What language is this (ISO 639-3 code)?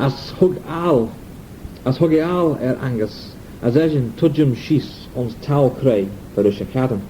glv